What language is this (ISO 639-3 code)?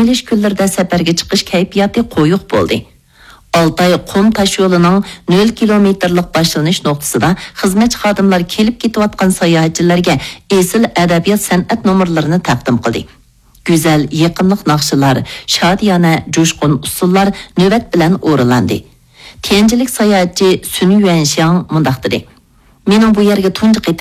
uig